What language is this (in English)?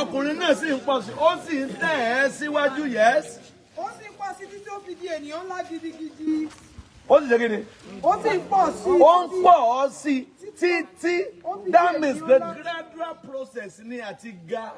Yoruba